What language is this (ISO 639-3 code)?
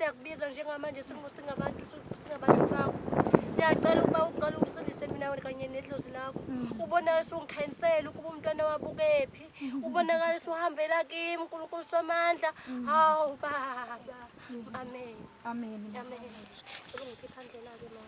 zul